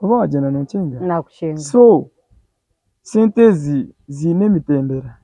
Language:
Nyankole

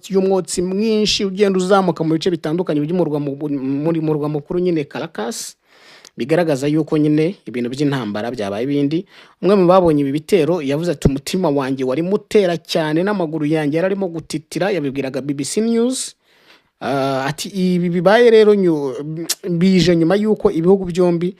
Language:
Kinyarwanda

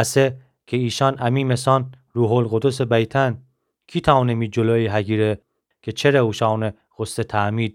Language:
Gilaki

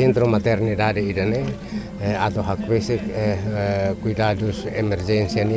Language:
Tetum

